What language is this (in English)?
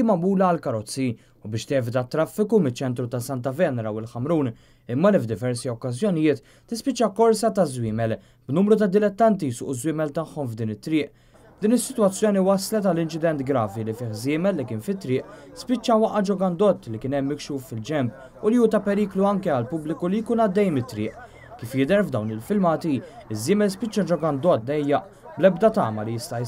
Maltese